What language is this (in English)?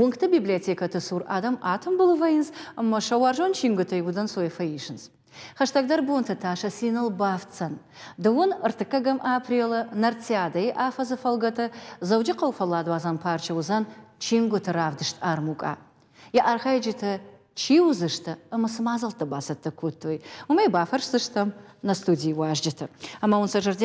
Ossetic